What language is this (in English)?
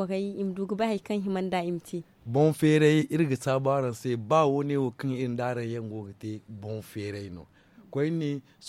Zarma